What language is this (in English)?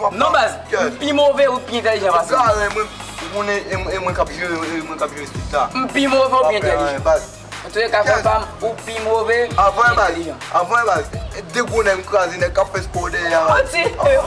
Haitian Creole